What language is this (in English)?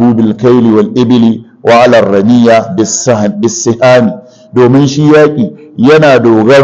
Hausa